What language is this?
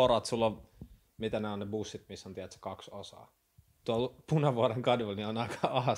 Finnish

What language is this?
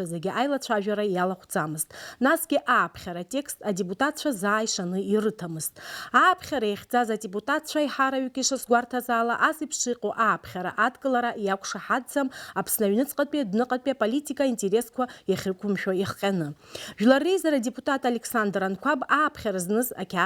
Abkhazian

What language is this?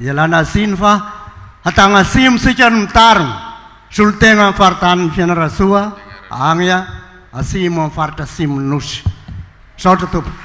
Malagasy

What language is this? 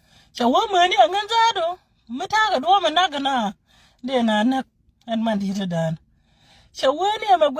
Nuer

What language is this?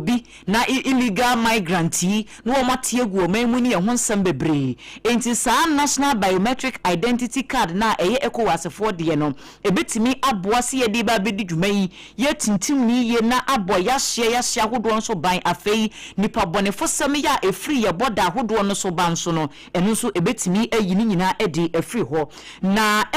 Akan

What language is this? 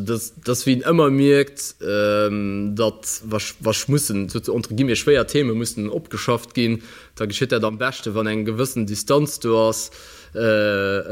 Luxembourgish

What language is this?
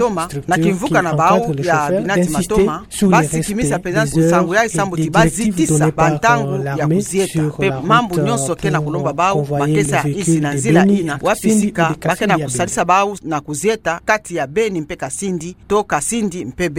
Kituba (Democratic Republic of Congo)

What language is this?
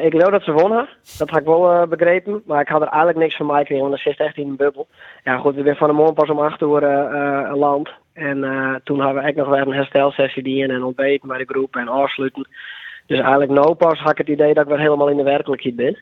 Western Frisian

